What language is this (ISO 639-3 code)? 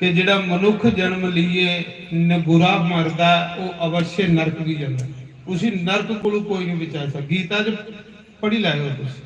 doi